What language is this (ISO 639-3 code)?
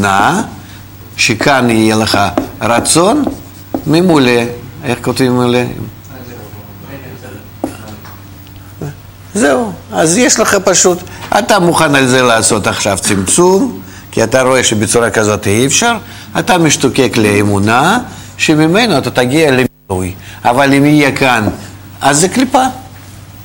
heb